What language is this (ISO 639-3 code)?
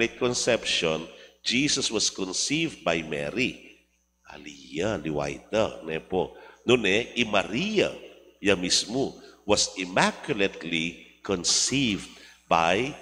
pam